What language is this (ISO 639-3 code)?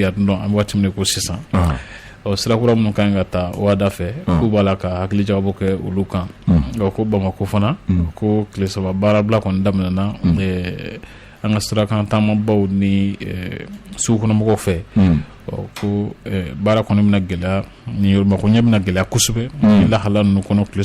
bam